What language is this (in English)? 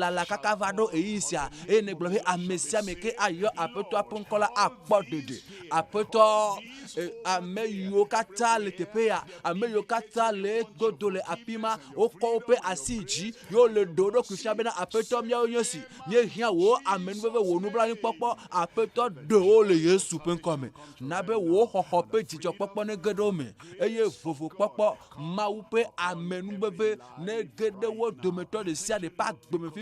Ewe